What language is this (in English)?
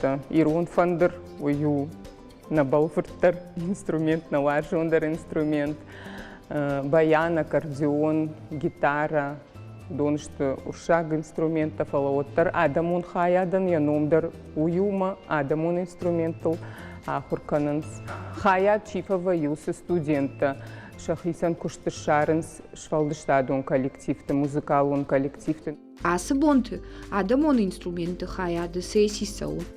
Ossetic